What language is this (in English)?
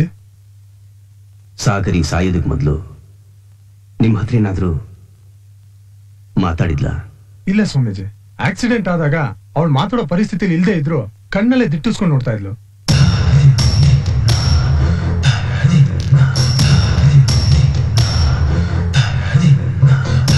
Kannada